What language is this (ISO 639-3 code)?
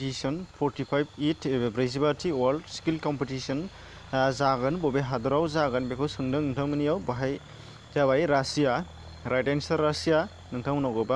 brx